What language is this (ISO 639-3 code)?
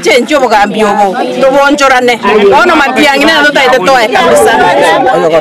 guz